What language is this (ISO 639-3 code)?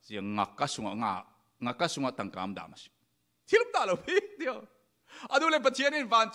cfm